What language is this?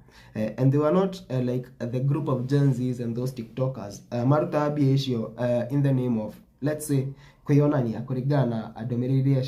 Kikuyu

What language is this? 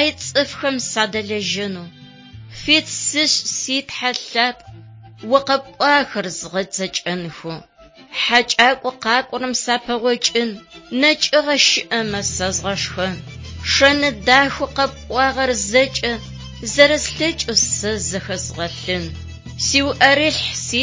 Adyghe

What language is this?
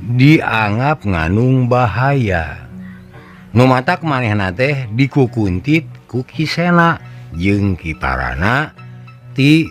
Sundanese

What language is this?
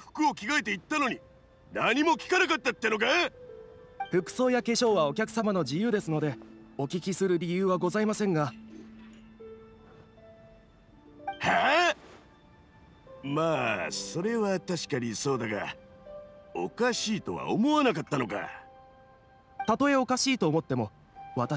Japanese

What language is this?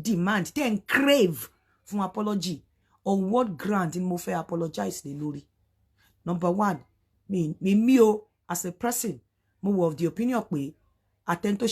Yoruba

